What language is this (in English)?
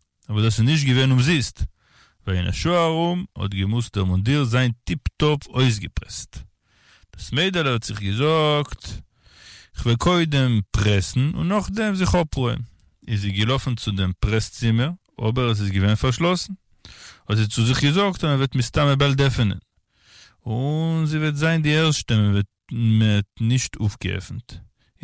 Yiddish